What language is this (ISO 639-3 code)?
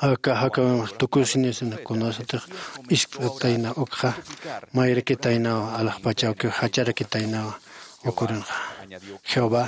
aym